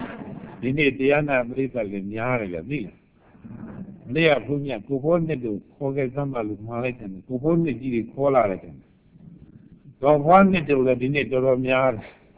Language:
Burmese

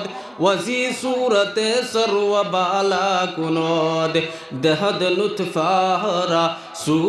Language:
Sylheti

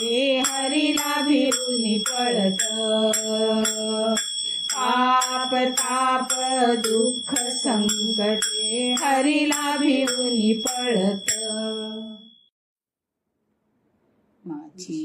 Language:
Marathi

